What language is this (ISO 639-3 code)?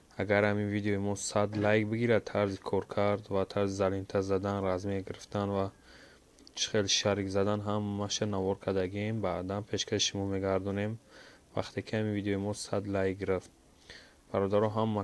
tgk